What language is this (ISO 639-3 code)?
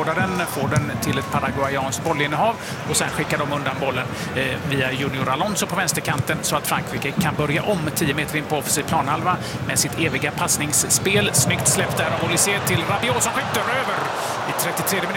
swe